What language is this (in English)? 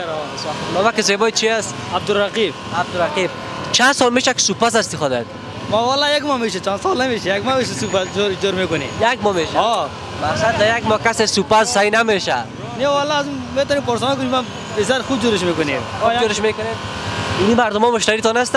Persian